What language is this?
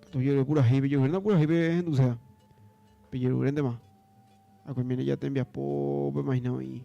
Guarani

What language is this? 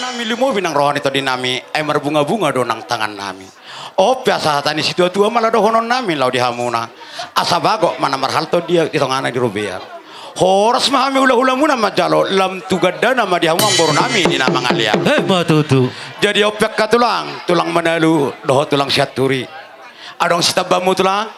Batak Toba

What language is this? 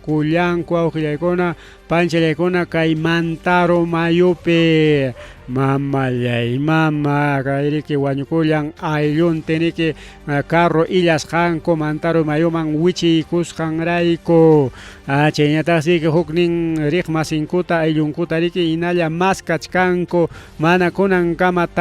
Ayacucho Quechua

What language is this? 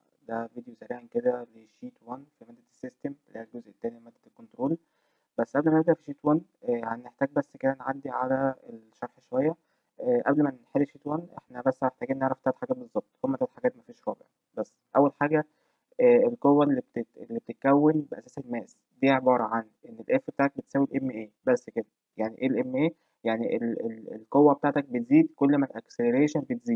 Egyptian Arabic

